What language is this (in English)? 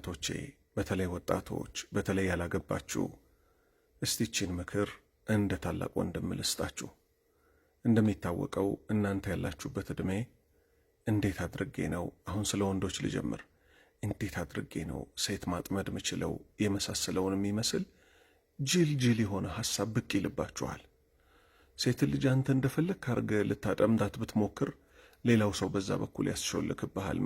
Amharic